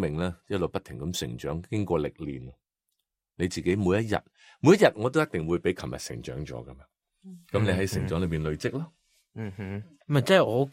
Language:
Cantonese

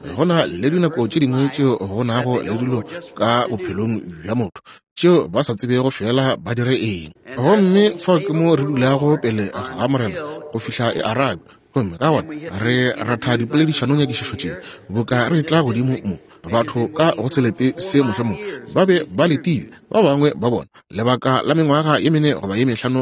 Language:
Northern Sotho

